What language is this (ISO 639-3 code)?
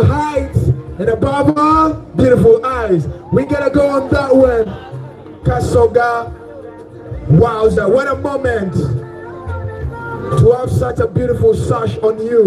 xog